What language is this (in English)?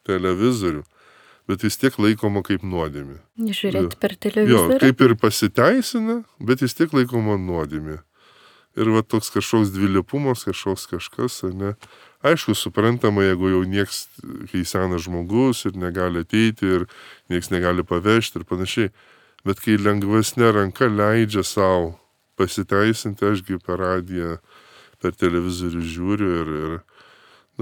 Lithuanian